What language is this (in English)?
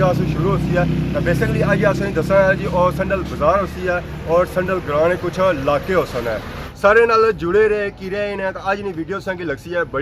Pahari-Potwari